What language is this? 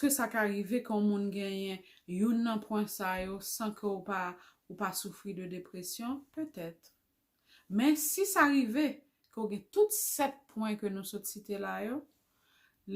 Haitian Creole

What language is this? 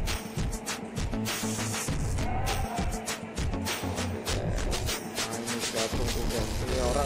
Indonesian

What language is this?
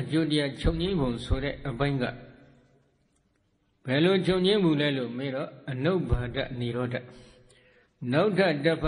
Burmese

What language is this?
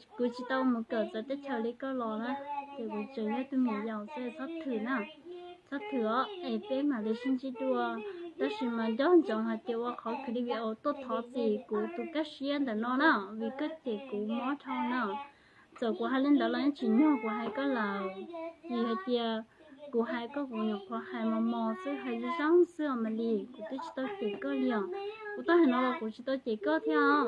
Hmong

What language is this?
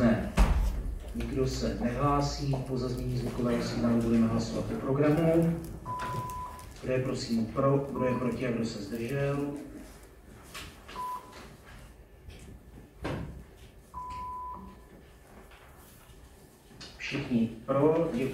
Czech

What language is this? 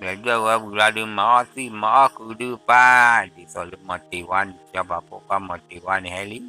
S'gaw Karen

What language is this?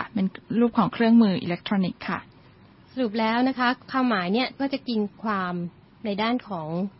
Thai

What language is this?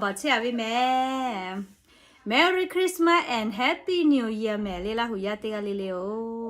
Lahu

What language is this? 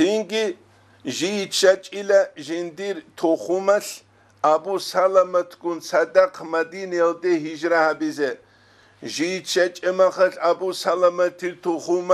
Avaric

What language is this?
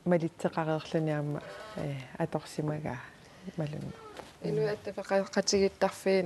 Kalaallisut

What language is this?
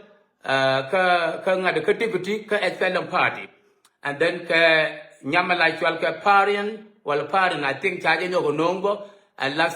Nuer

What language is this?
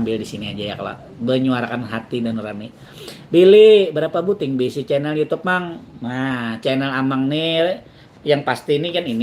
Banjar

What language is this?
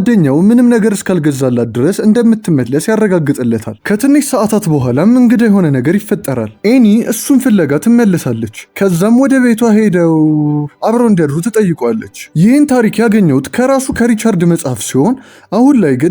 Amharic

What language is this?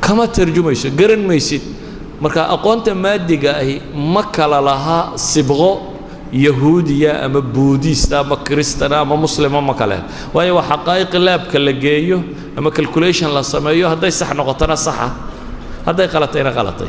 Somali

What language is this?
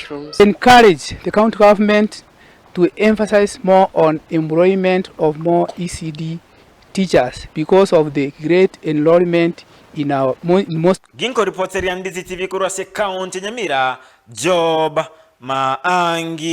Gusii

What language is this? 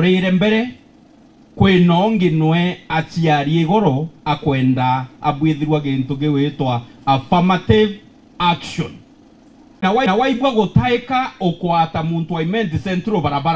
Meru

